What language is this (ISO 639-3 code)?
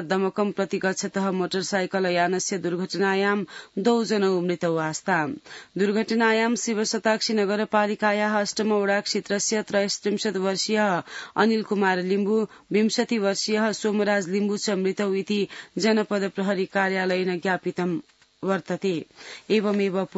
san